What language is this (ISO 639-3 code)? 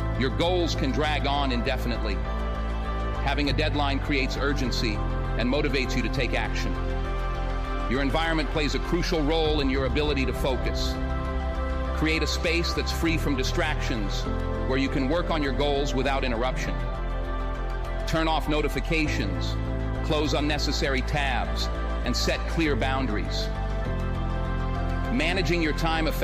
eng